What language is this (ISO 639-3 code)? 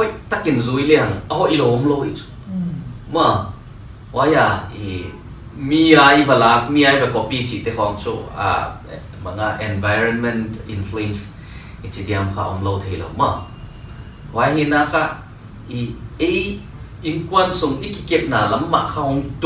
pck